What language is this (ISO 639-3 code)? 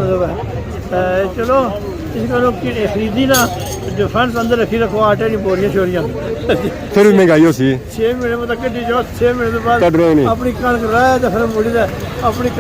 phr